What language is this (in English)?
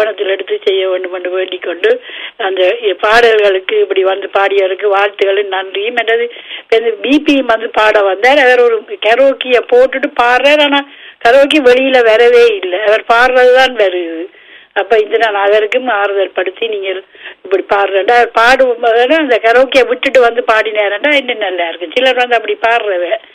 Tamil